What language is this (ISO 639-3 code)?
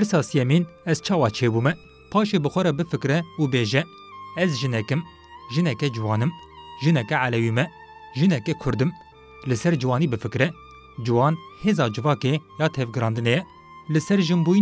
kur